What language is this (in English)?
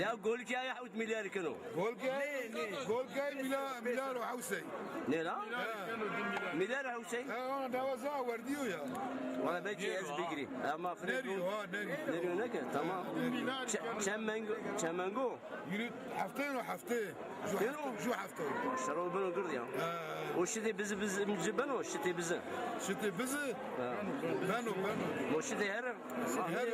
Zaza